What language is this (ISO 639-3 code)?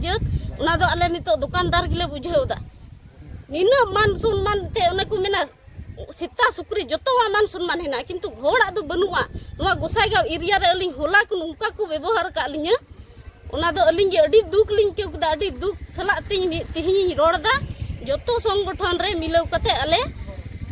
sat